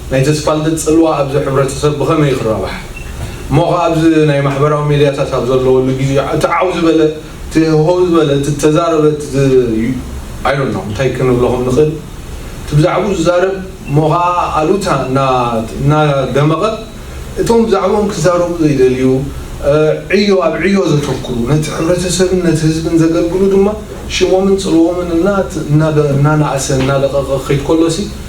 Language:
Tigrinya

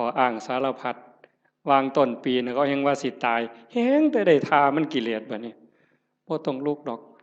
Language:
Northeastern Thai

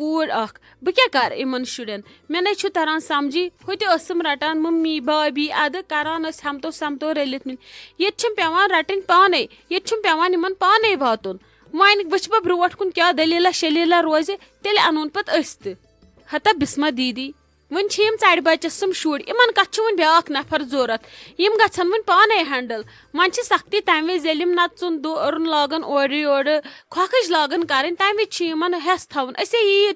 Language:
Kashmiri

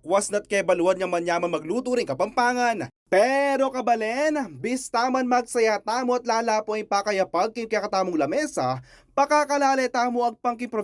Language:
Pampanga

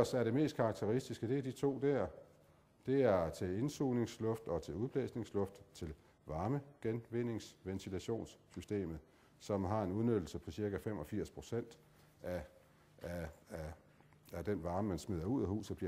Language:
Danish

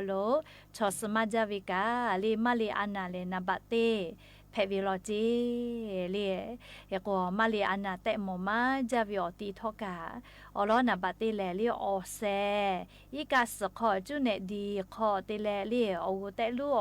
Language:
Lahu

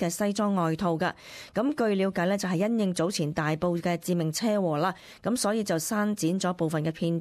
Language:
Cantonese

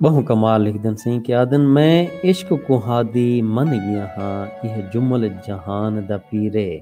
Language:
Saraiki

